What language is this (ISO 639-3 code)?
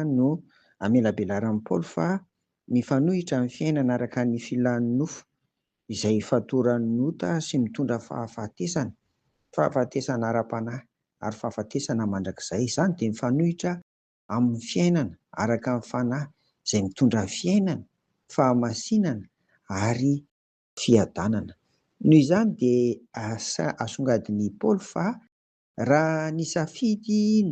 mlg